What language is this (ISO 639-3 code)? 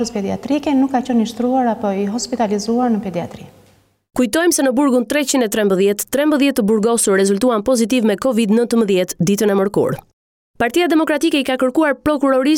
sqi